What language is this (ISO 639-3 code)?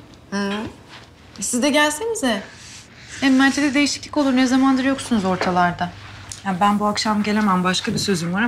tur